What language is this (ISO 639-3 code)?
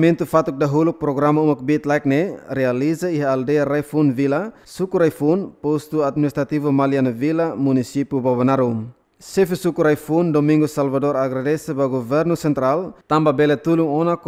tet